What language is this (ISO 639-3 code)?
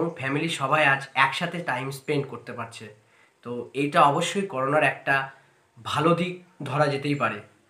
ben